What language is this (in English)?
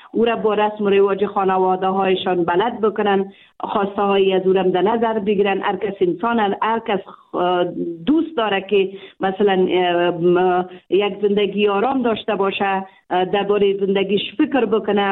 Persian